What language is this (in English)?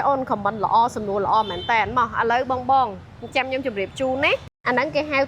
Khmer